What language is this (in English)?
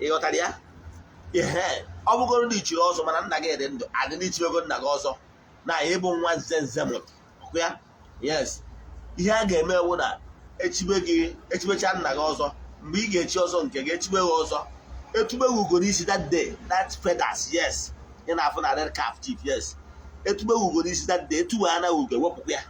Igbo